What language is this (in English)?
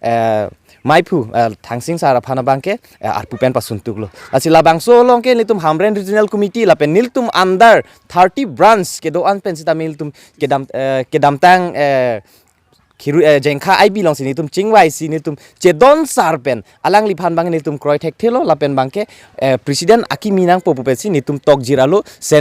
Karbi